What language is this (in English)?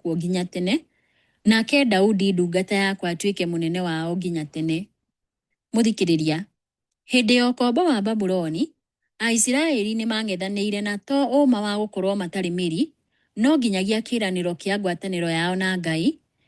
Kikuyu